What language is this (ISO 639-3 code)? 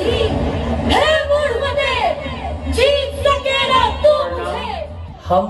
mai